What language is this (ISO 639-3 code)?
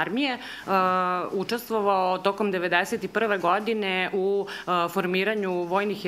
srp